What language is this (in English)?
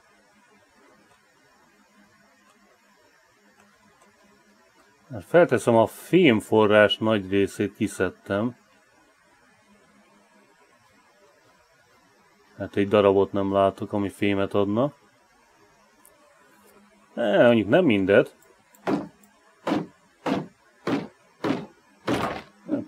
Hungarian